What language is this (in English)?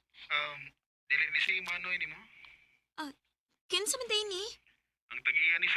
Cebuano